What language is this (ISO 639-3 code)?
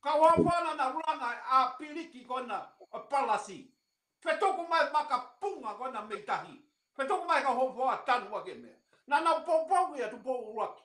ton